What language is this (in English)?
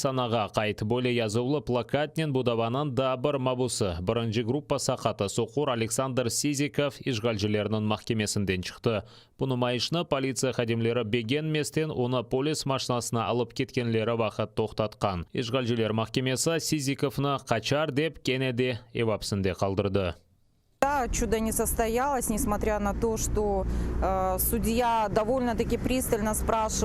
Crimean Tatar